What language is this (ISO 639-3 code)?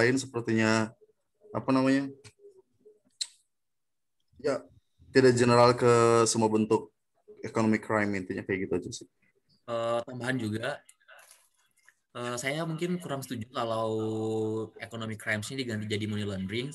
ind